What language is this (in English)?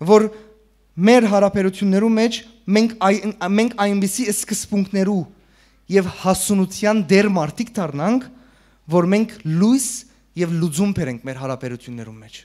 Western Armenian